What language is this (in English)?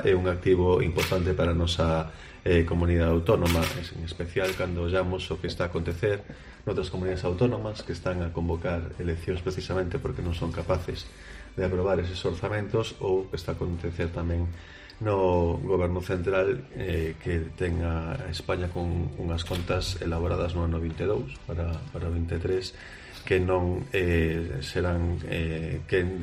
Galician